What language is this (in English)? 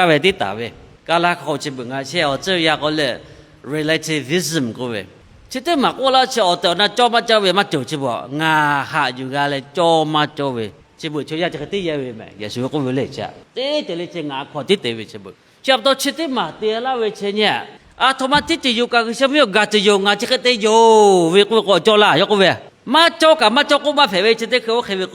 Lahu